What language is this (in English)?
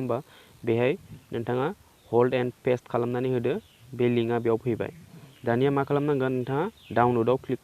Bodo